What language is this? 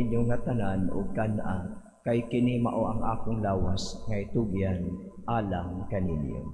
Cebuano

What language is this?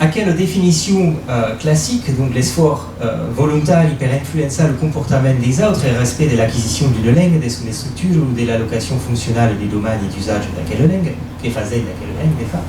Occitan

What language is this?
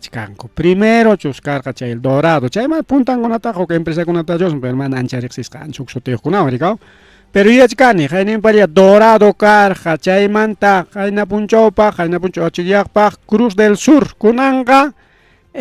Ayacucho Quechua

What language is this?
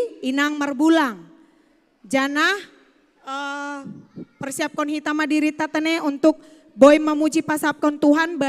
Batak Simalungun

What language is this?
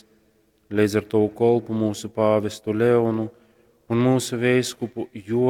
Latgalian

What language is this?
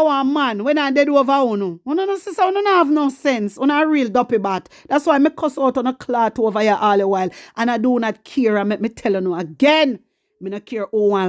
Jamaican Creole English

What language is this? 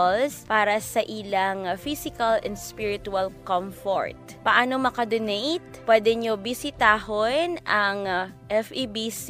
Hiligaynon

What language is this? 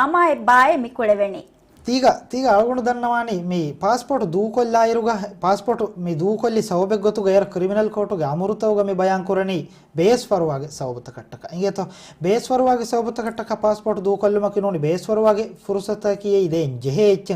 Divehi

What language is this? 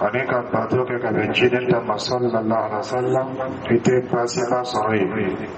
Dyula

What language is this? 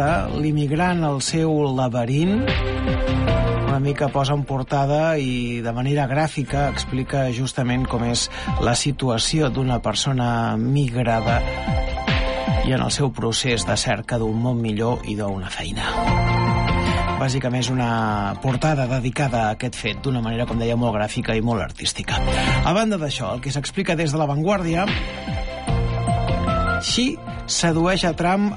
Catalan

